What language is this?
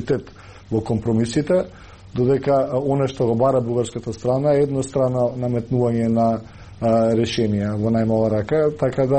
Macedonian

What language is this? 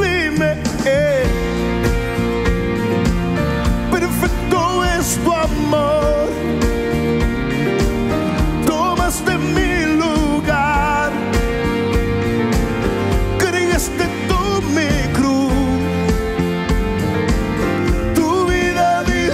Spanish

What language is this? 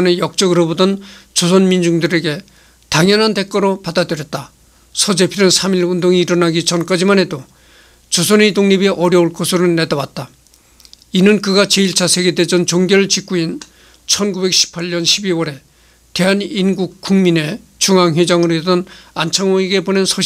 Korean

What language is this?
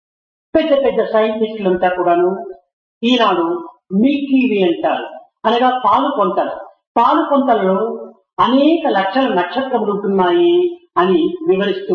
Telugu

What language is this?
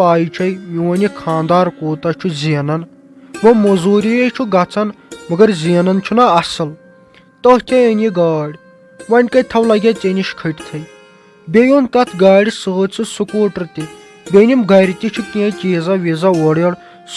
Kashmiri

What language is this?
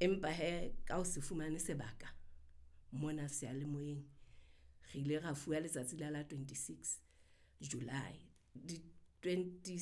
Southern Sotho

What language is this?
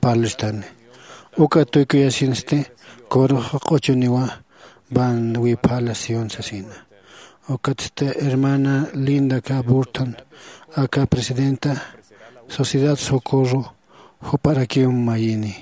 Aymara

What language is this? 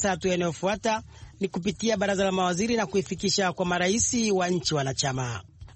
Swahili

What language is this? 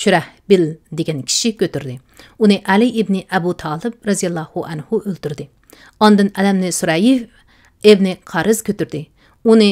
Uyghur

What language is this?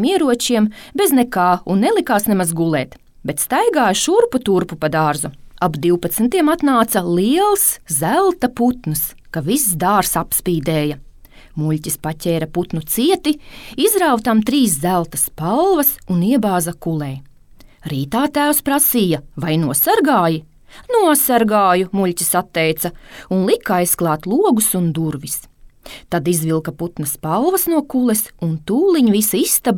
Latvian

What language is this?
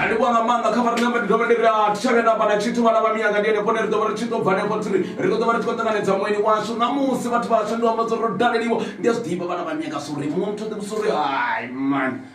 Venda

